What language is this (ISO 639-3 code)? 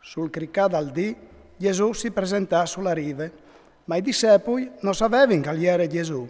fur